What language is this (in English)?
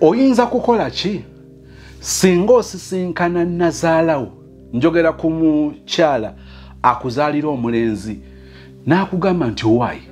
Ganda